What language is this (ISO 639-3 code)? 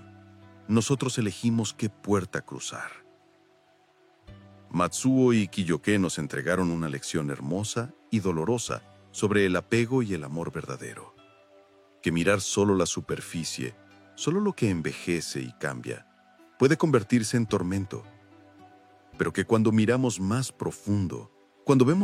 spa